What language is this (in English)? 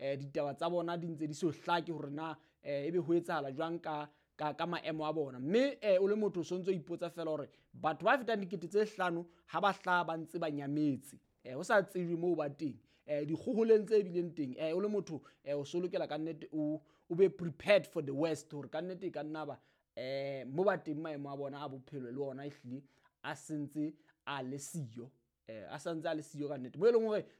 Southern Sotho